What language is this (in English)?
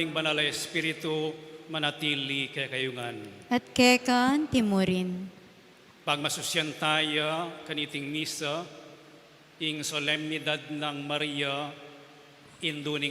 Pampanga